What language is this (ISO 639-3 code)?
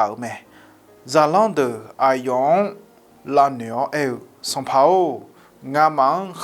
ahk